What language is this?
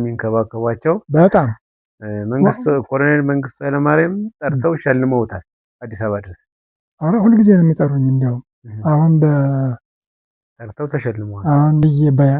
Amharic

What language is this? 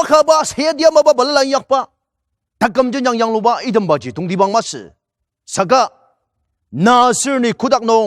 Ao Naga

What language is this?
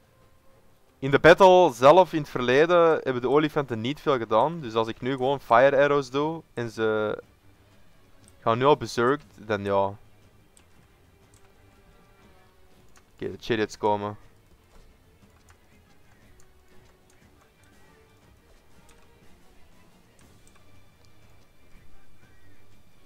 Dutch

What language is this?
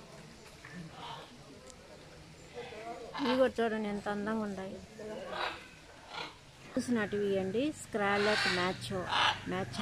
Telugu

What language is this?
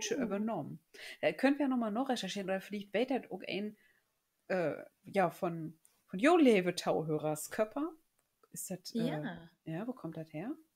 Low German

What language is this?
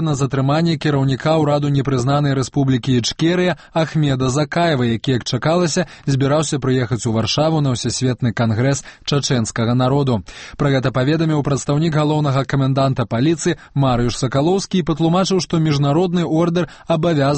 Belarusian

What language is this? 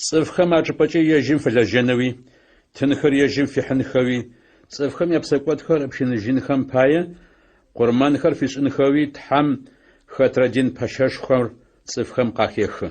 Adyghe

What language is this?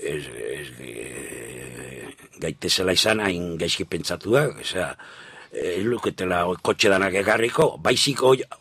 Basque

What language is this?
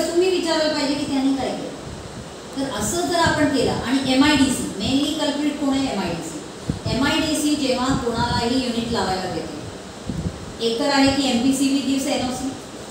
Marathi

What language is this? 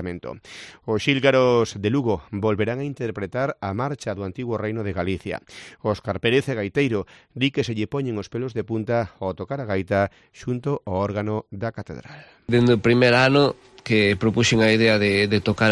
Galician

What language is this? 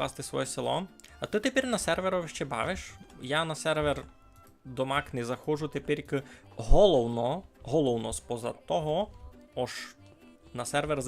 Rusyn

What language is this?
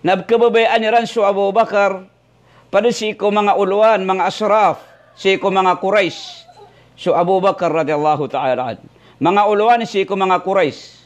Maranao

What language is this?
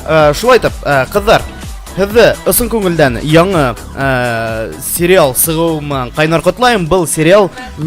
Bashkir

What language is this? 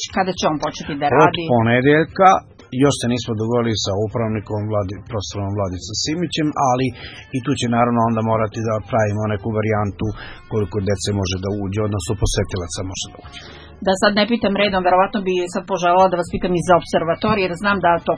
Serbian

